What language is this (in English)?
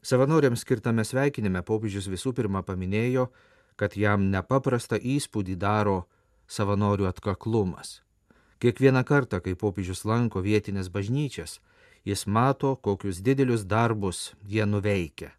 Lithuanian